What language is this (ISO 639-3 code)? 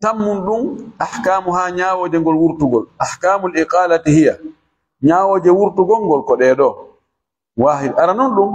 ful